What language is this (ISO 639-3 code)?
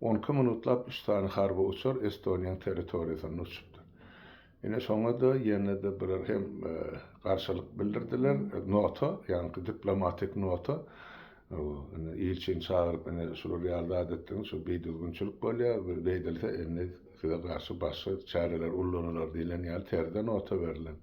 tuk